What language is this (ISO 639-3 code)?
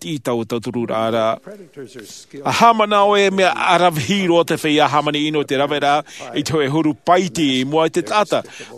tah